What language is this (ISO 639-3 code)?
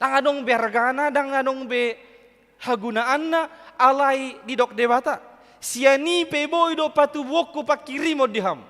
bbc